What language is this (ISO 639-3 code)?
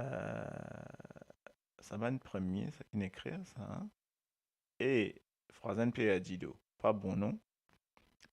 mfe